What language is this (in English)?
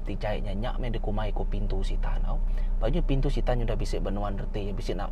Iban